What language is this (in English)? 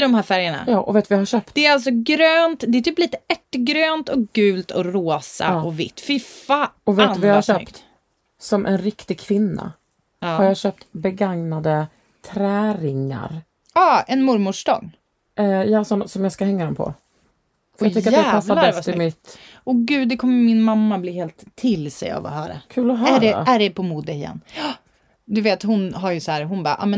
Swedish